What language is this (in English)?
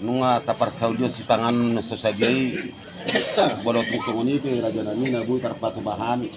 Batak Toba